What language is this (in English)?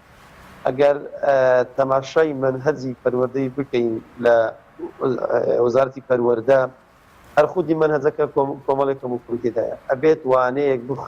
Central Kurdish